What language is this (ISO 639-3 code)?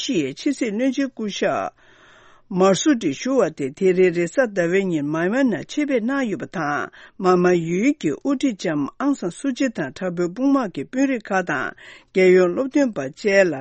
bod